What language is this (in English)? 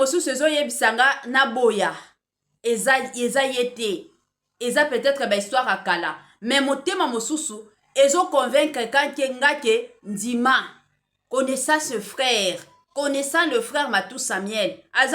Lingala